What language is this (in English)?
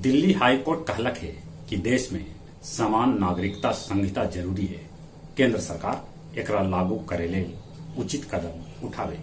Magahi